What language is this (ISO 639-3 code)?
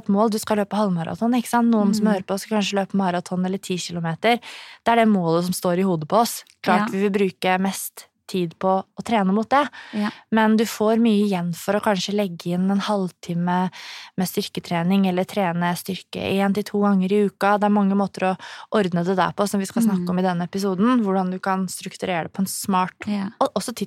nor